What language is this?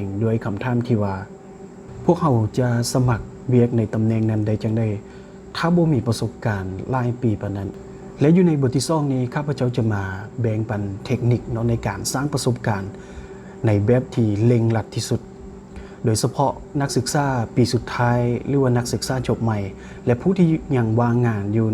Lao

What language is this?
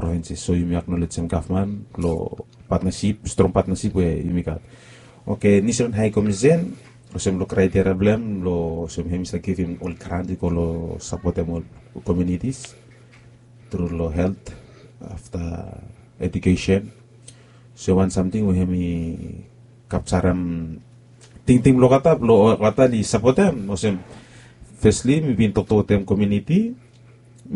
Bislama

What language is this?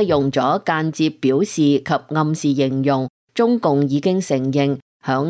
Cantonese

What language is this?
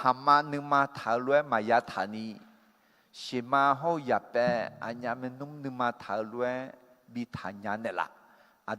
Akha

